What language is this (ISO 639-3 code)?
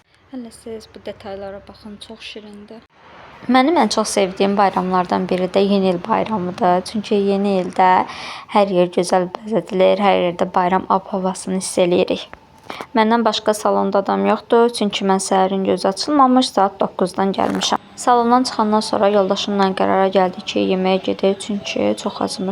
aze